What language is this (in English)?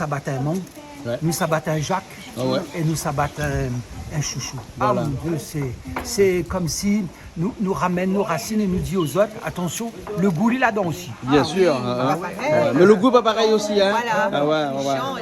Réunion Creole French